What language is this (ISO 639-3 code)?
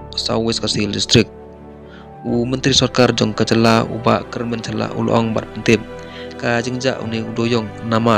kha